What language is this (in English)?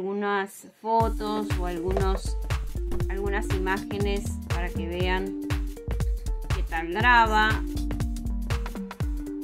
Spanish